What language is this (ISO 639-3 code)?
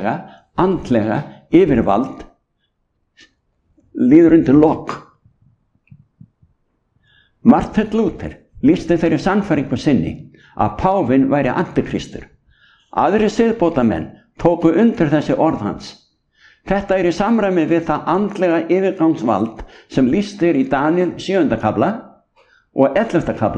isl